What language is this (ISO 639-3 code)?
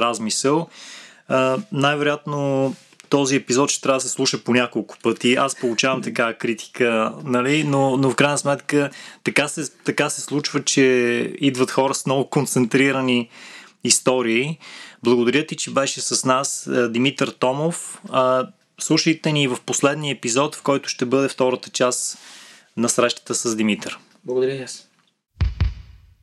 bul